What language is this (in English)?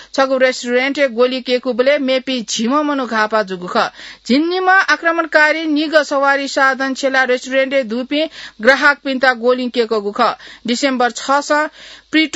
Newari